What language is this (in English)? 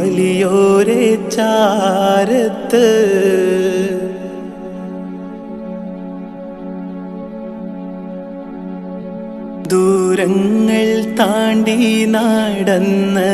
Malayalam